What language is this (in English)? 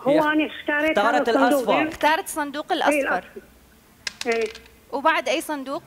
Mesopotamian Arabic